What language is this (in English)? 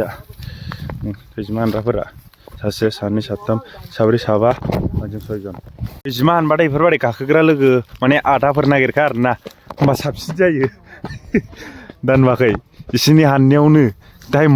Bodo